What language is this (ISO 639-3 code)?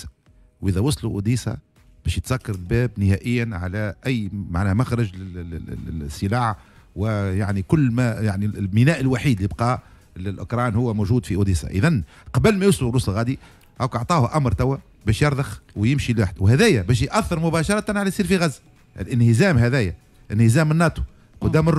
aeb